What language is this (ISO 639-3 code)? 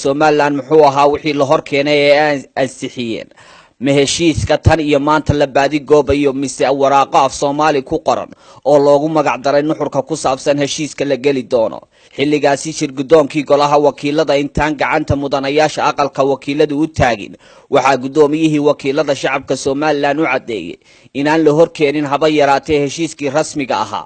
som